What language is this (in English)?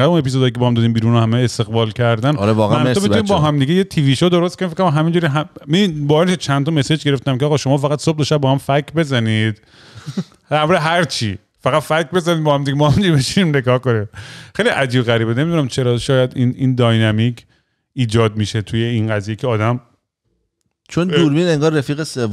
Persian